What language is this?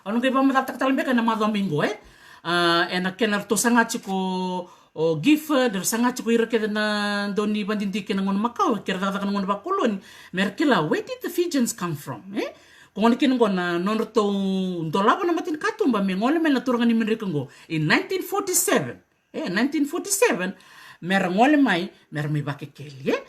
Fijian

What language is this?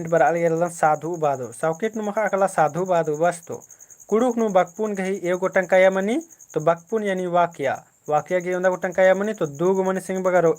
Kurukh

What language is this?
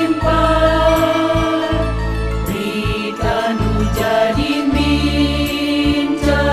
Batak Karo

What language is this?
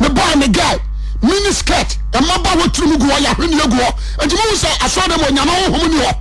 Akan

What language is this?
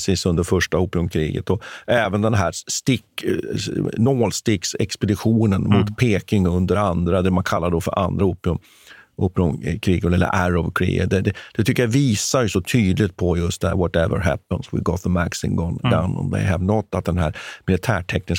Swedish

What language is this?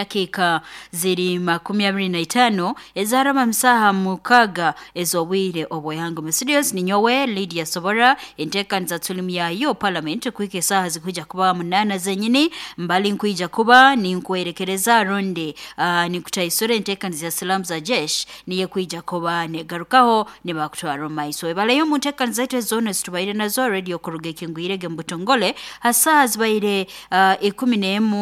Nyankole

